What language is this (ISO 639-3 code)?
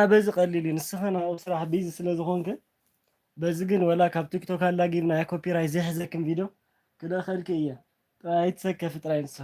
tir